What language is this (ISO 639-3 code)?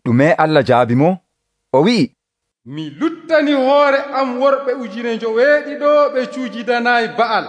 fuv